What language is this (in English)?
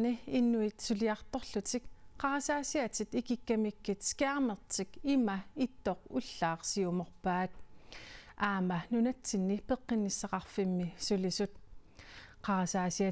Kalaallisut